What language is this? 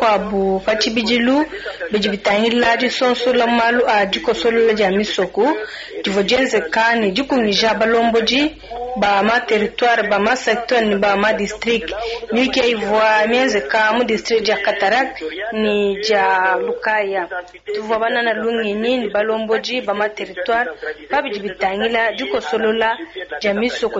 Luba-Lulua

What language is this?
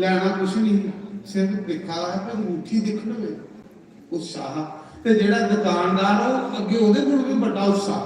Dogri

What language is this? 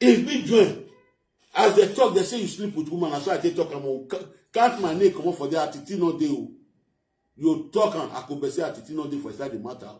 Nigerian Pidgin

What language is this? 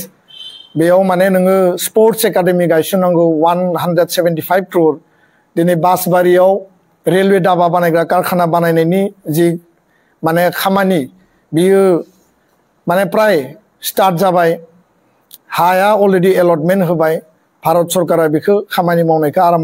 Bodo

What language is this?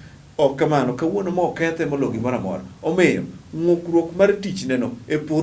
Luo (Kenya and Tanzania)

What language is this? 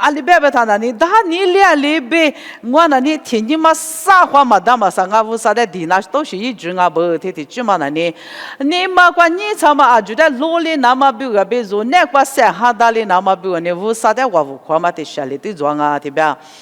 Lisu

